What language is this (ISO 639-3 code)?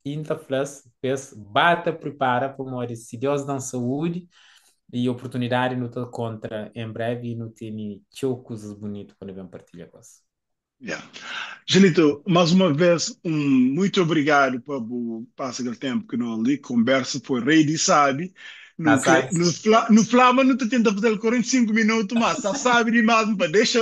kea